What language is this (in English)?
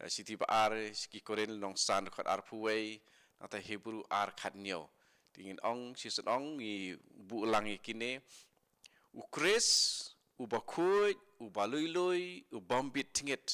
Khasi